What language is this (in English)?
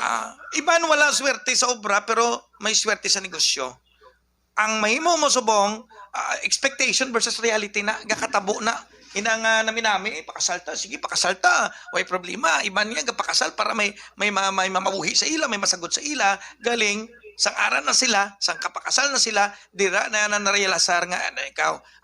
Hiligaynon